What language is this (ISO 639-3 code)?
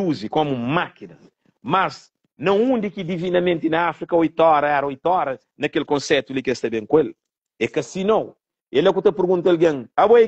kea